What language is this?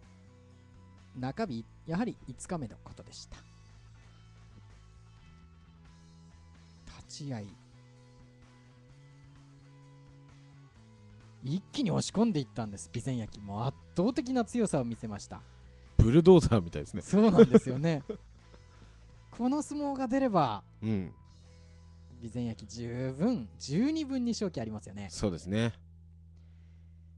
Japanese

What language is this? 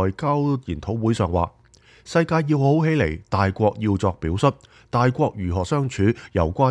Cantonese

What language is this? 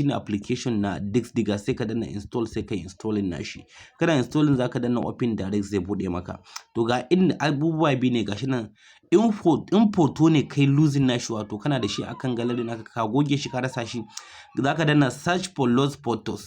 Hausa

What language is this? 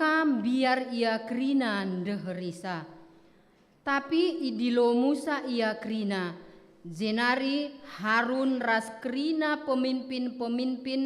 Batak Karo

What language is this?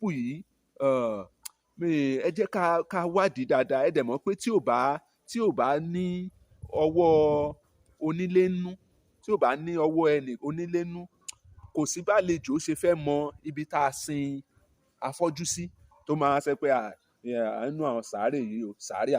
Yoruba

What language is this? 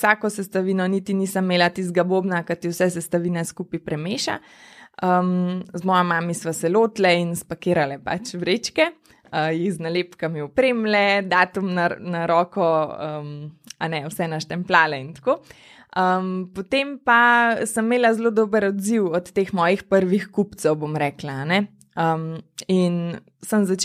Slovenian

